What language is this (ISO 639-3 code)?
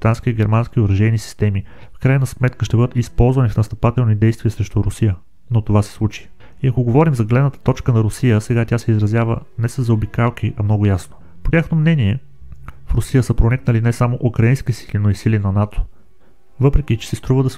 bul